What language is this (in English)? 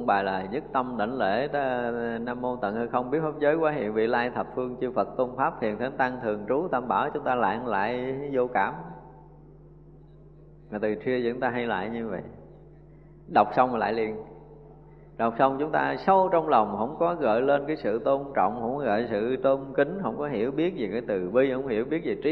Vietnamese